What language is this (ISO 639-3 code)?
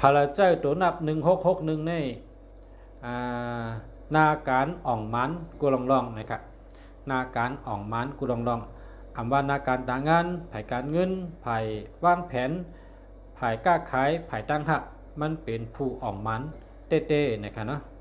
shn